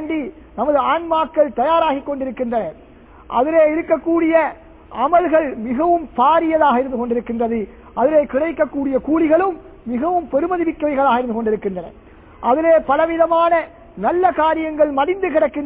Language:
Tamil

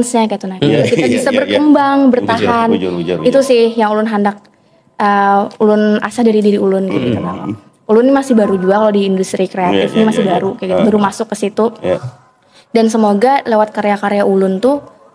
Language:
Banjar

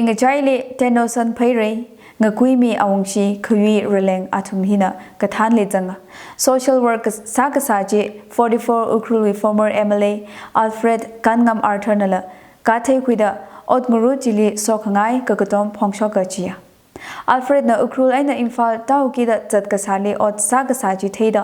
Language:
Tangkhul Naga (India)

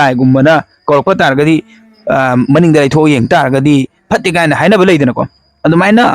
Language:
Manipuri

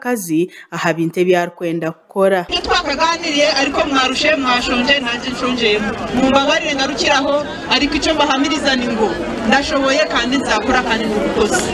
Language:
Nyankole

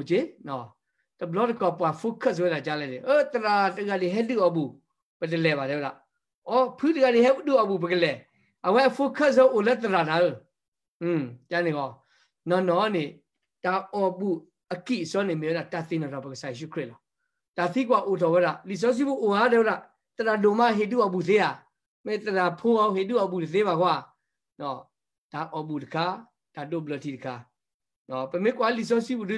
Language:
S'gaw Karen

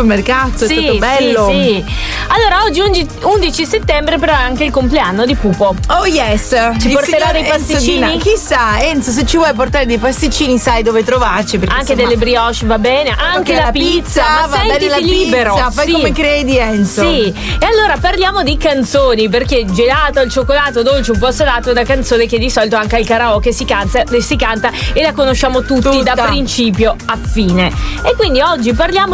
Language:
Italian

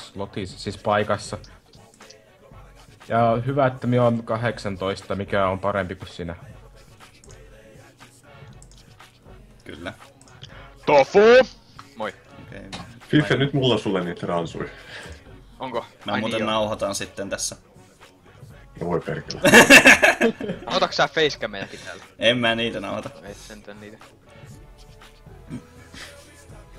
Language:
Finnish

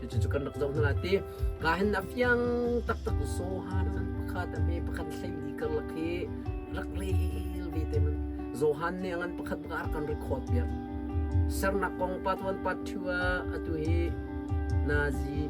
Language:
Hakha Chin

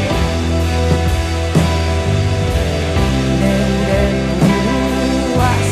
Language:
Basque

